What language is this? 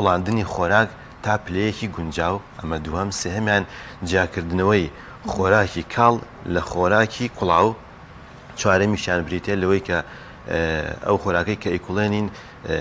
Central Kurdish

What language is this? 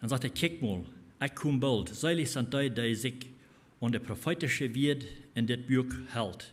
Plautdietsch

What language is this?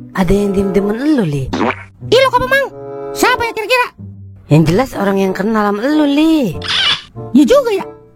Betawi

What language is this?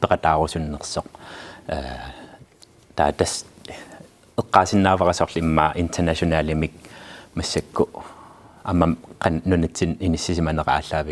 Kalaallisut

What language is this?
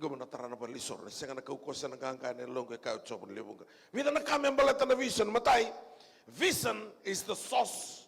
Fijian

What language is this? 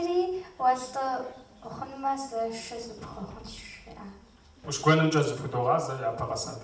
Kabardian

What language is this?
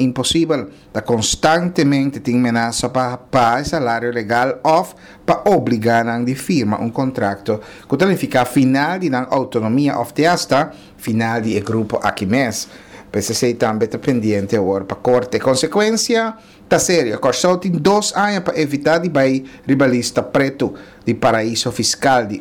Papiamento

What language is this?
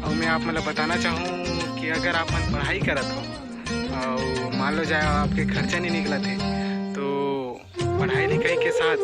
Chhattisgarhi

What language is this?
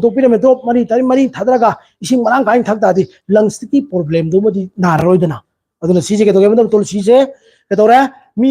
Manipuri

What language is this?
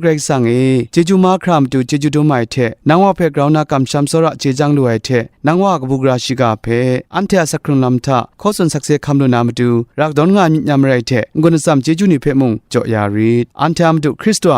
Kachin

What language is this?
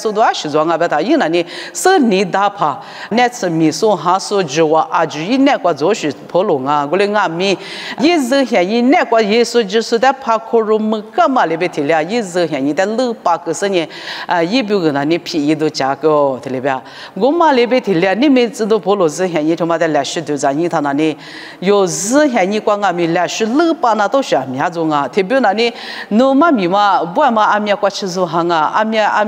Lisu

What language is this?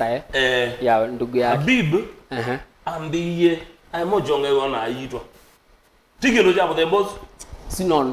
Kamba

